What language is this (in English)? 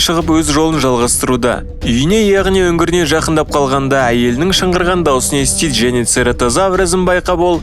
Kazakh